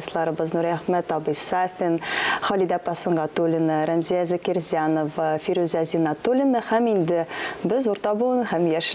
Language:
Tatar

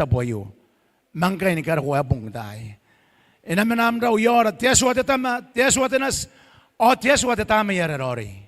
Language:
Gilbertese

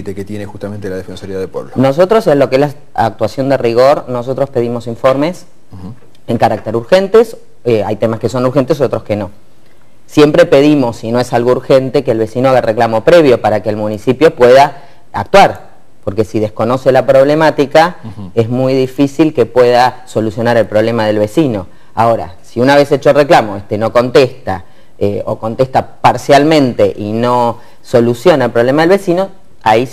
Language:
Spanish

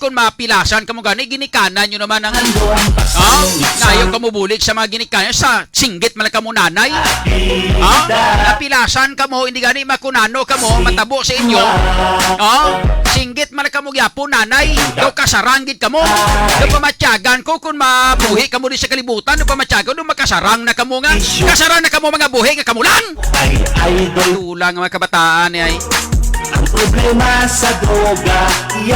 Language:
Hiligaynon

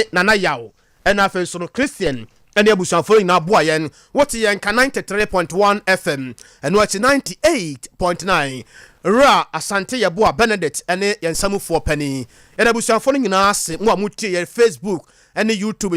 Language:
Akan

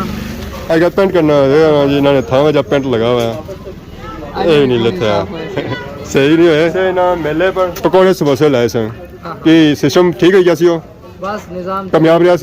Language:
Pahari-Potwari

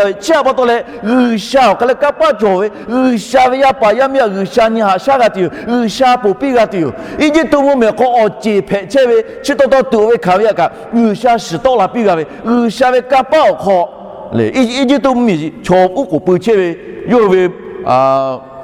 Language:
Lahu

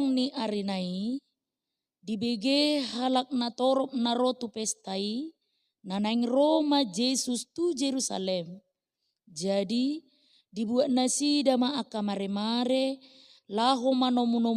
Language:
Batak Toba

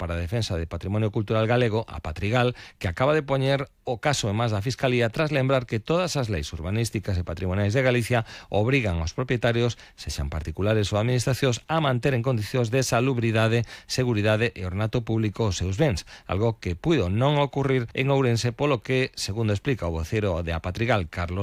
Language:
Galician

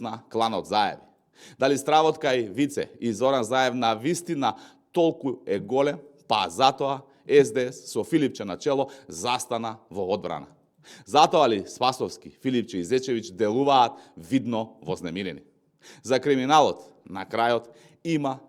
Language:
Macedonian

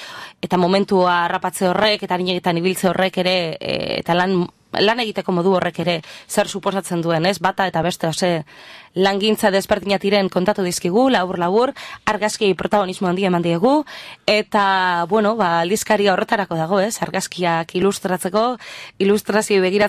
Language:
Basque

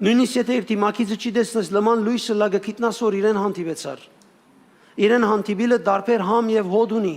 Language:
Western Armenian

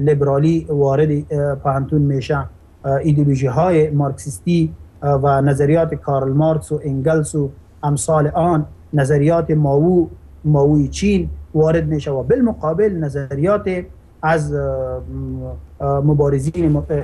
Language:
Persian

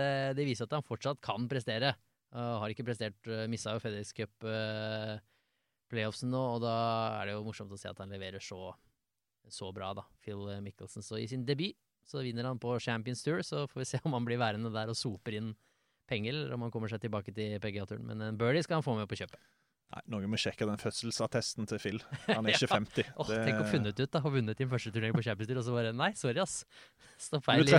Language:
Norwegian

